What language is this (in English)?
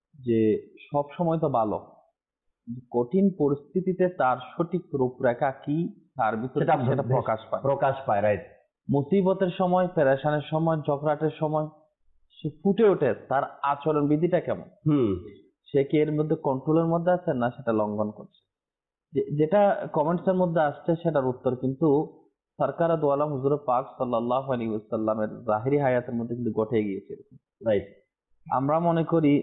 Bangla